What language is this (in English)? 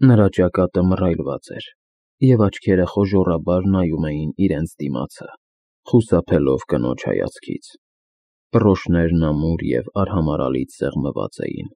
Armenian